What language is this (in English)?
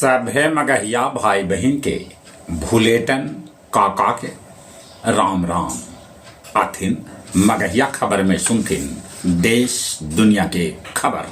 Magahi